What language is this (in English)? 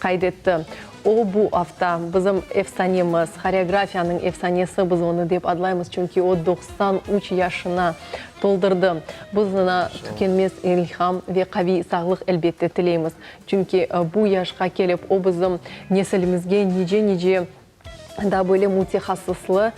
Crimean Tatar